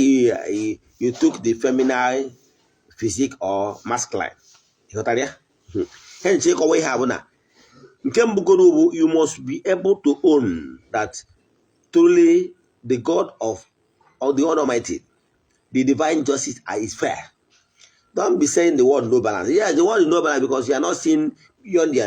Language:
Igbo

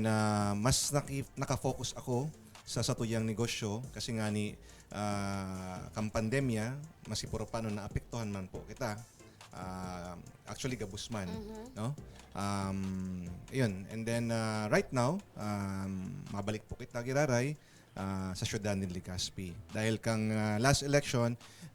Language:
Bikol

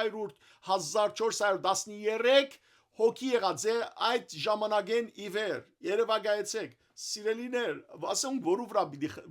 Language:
Western Armenian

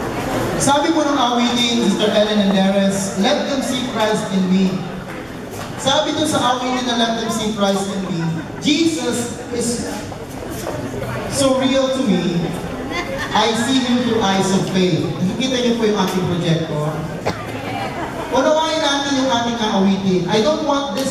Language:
Filipino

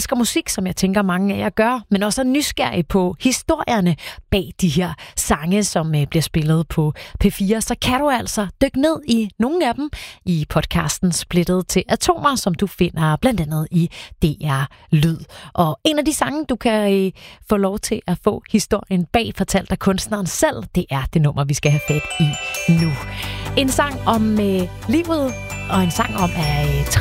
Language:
Danish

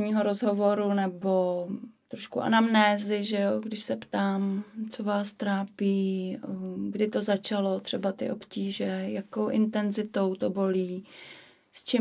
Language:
Czech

